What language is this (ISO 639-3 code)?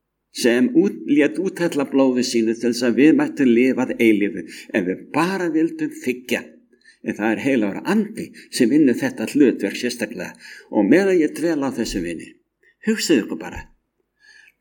isl